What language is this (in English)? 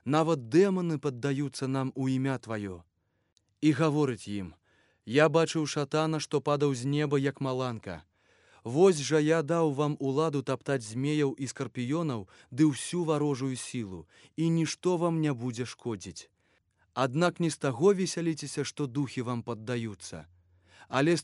Belarusian